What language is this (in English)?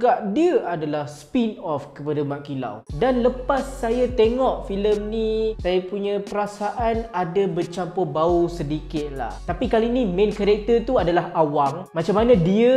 Malay